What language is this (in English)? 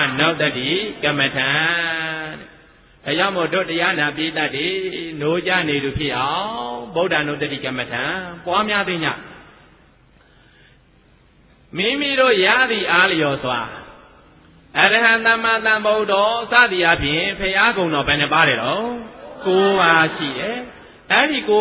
Burmese